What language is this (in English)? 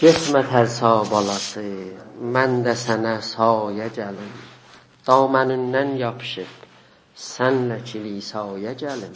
South Azerbaijani